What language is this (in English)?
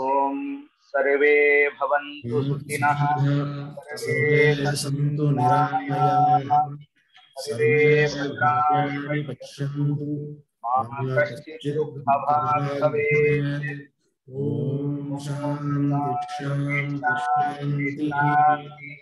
Sanskrit